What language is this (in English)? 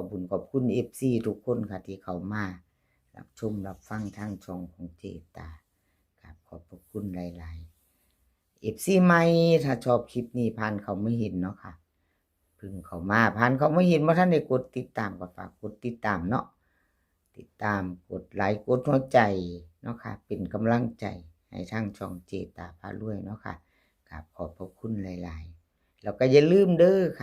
Northeastern Thai